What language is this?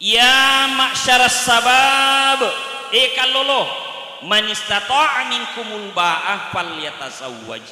Buginese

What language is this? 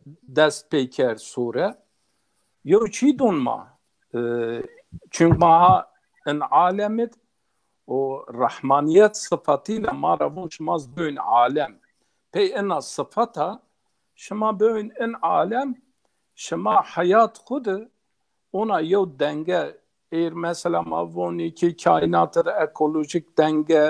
Zaza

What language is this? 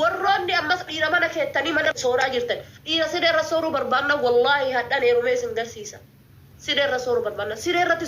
Oromo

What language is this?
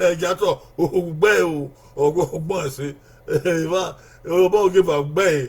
Bini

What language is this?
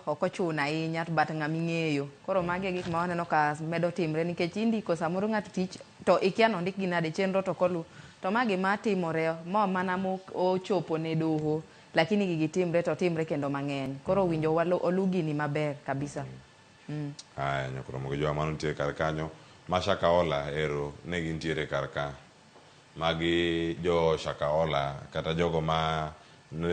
Luo (Kenya and Tanzania)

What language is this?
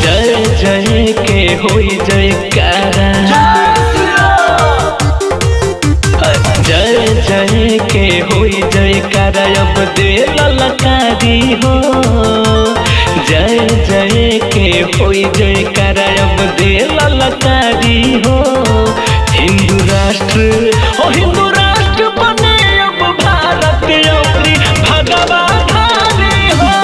Bhojpuri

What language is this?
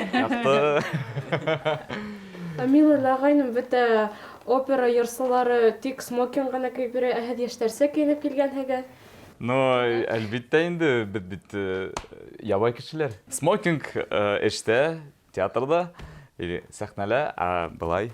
Bashkir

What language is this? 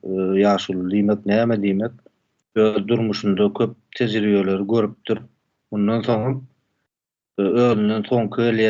Turkmen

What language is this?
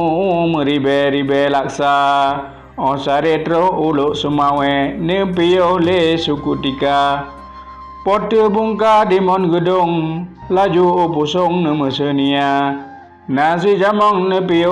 Achinese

